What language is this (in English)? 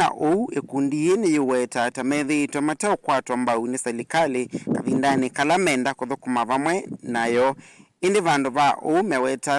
Kamba